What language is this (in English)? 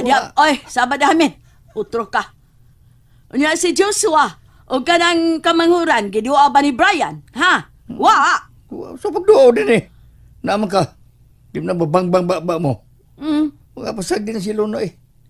Cebuano